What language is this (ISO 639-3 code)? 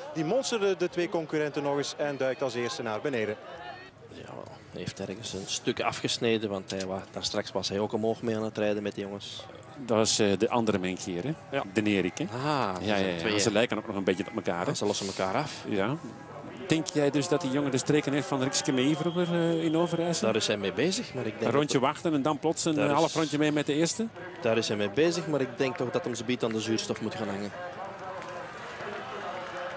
nld